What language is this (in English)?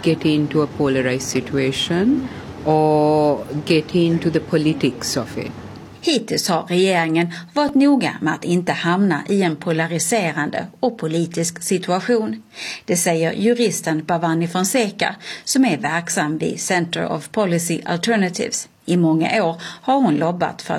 Swedish